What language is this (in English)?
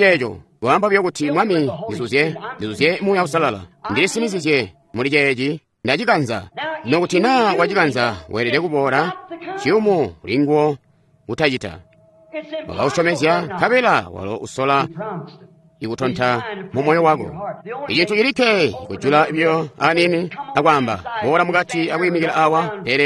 Tonga (Zambia)